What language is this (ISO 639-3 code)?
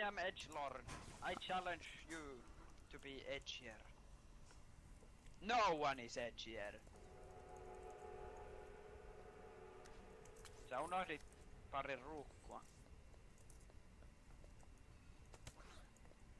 fin